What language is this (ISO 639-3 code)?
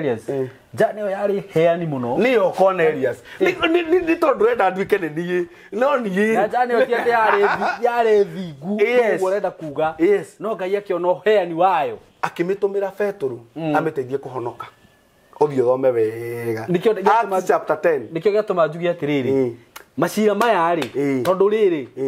kik